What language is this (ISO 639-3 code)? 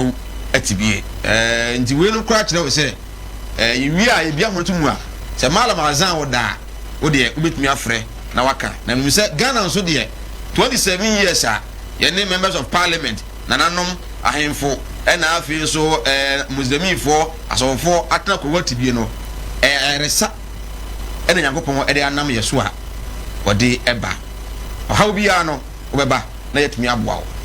aka